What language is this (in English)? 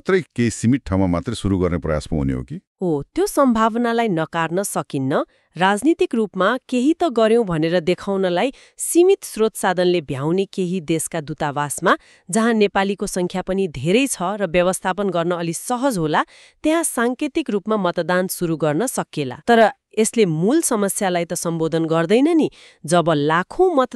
Nepali